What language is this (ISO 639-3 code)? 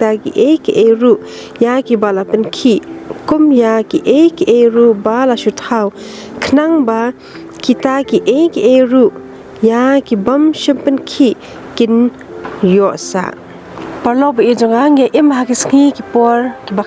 kha